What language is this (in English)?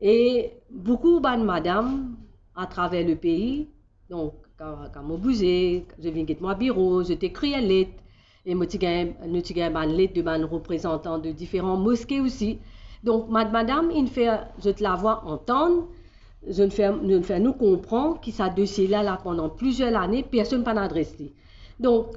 Morisyen